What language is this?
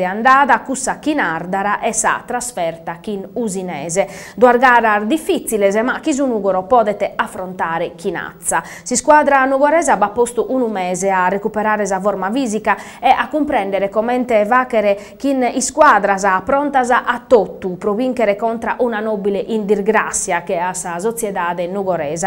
Sardinian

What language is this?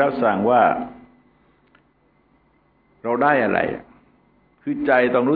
Thai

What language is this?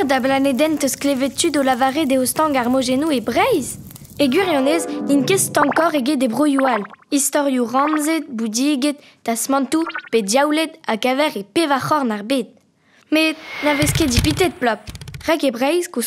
Breton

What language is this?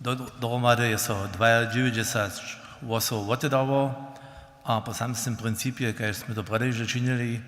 Upper Sorbian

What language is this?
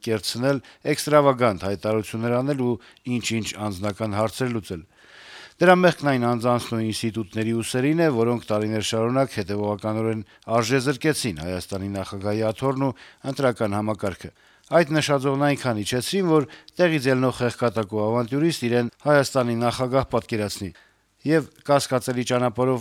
Armenian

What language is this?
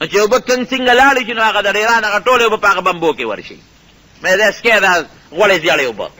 Pashto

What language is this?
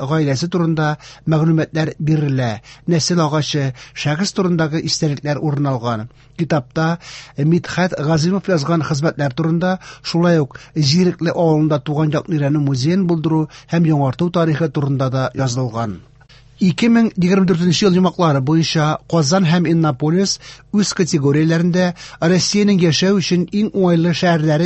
Tatar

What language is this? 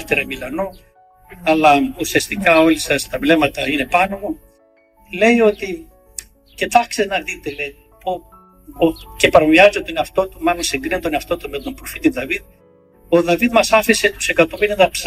Greek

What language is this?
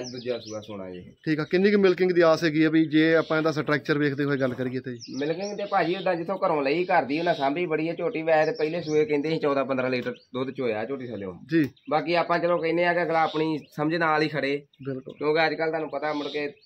Punjabi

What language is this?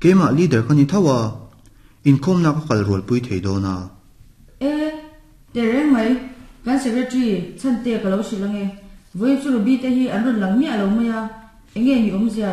Mizo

